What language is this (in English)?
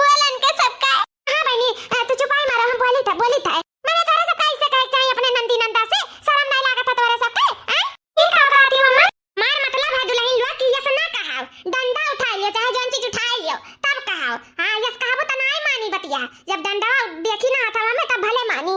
Awadhi